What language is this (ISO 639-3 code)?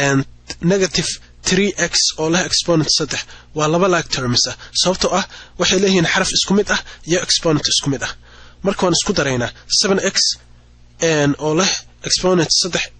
som